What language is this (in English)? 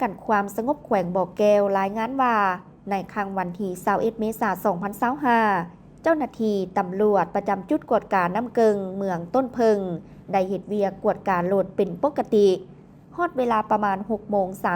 Lao